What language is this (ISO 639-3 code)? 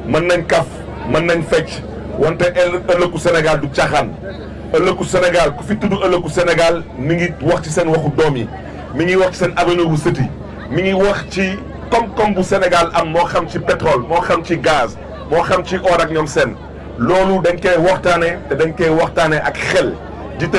wol